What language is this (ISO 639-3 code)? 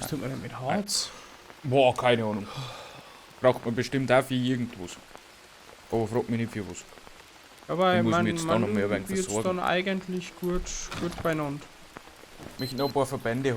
bar